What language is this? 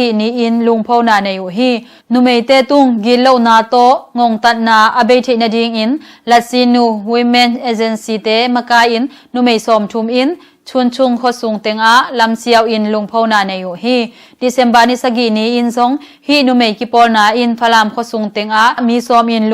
Tedim Chin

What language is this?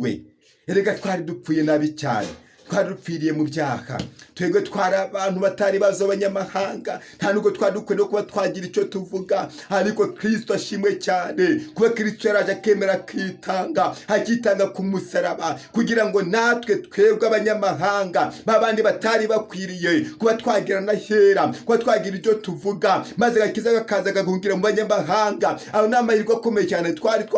Kinyarwanda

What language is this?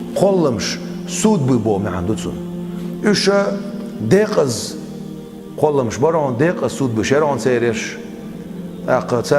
Chechen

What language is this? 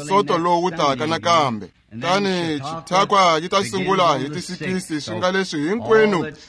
Tsonga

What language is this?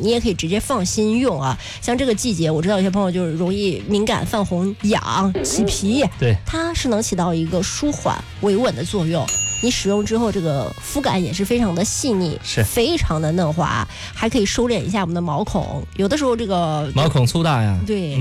Chinese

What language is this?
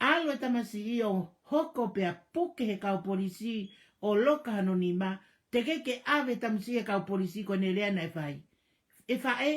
Tongan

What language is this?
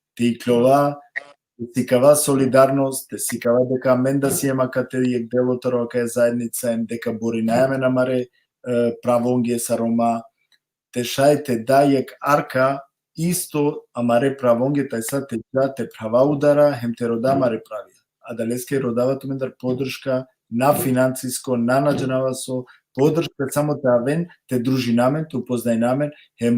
Balkan Romani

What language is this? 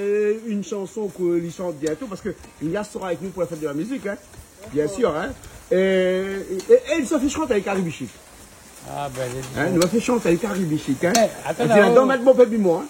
Réunion Creole French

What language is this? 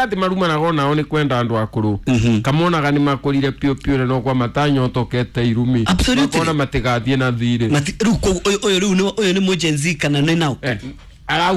Kikuyu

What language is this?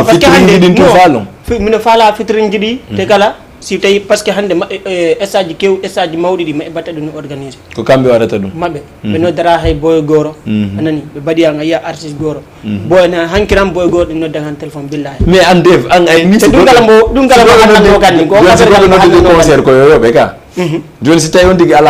Fula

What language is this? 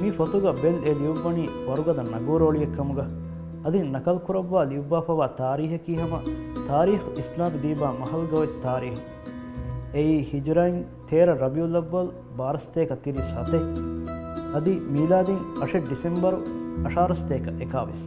Divehi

